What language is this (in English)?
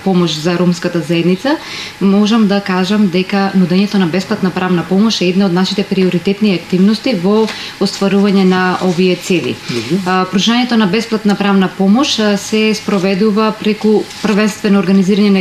Macedonian